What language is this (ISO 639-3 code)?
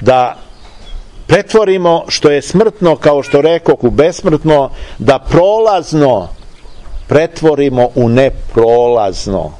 srp